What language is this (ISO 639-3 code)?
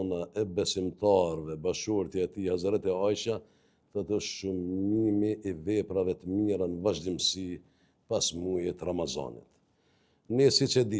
sqi